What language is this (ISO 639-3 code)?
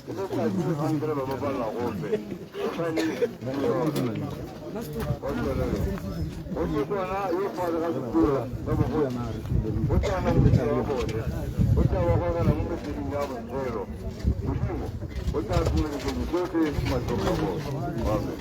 tsn